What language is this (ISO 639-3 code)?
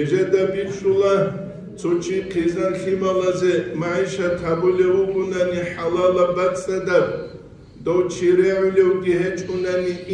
ava